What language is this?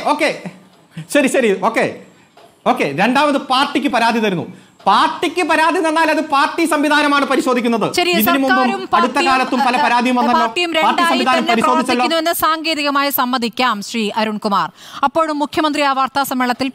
Malayalam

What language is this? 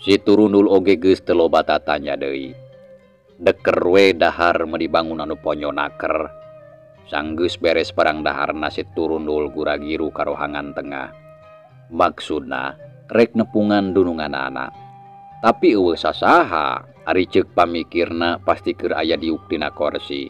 Sundanese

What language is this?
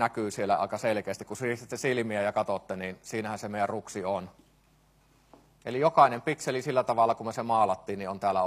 Finnish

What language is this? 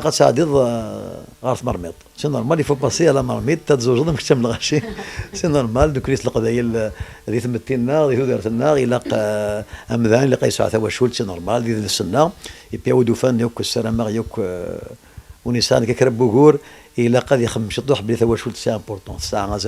Kabyle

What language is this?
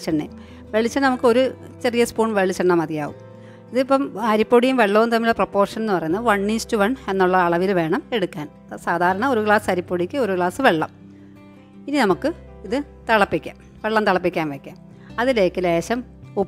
Malayalam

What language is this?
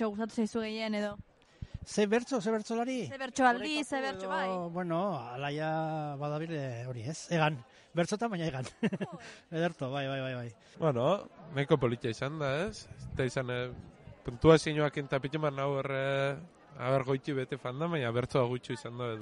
Basque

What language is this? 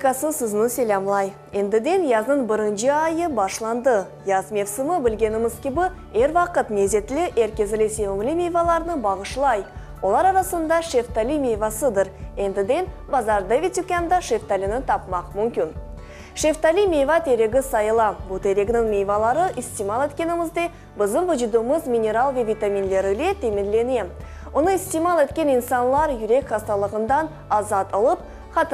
Crimean Tatar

